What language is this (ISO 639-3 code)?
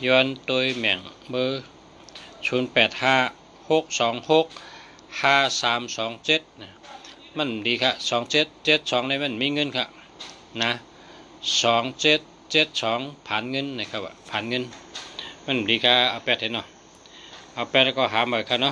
shn